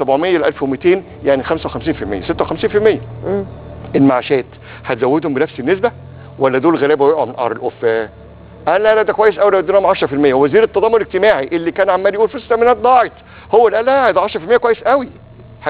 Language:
Egyptian Arabic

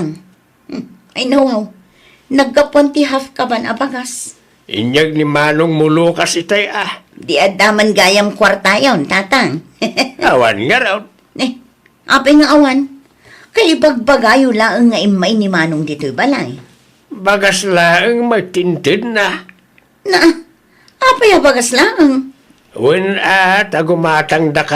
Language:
Iloko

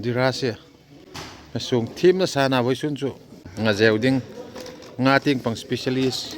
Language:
Hmar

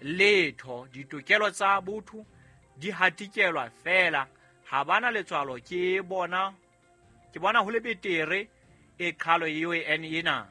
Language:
Southern Sotho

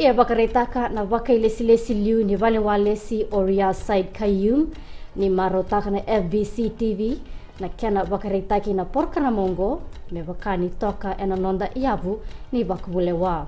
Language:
Fijian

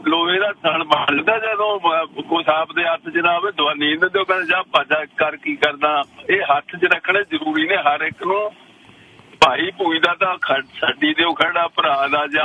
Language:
Punjabi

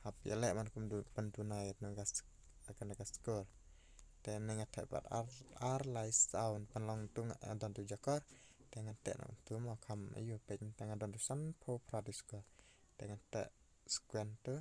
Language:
Khasi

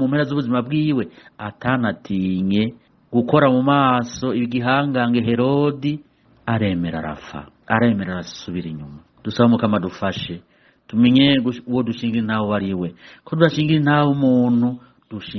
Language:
Rundi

